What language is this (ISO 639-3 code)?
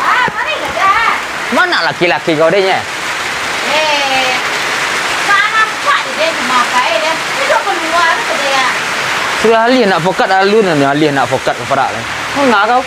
min